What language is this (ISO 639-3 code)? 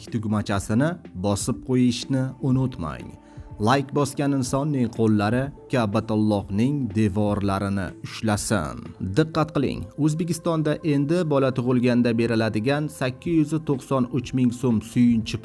uzb